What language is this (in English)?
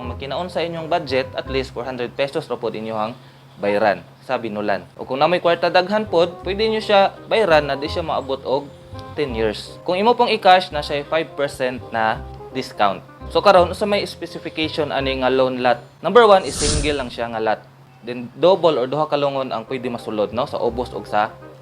Cebuano